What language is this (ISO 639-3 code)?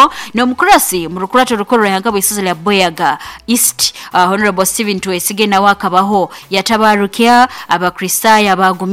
nyo